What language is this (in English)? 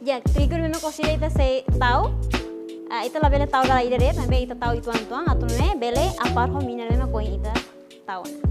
Tetum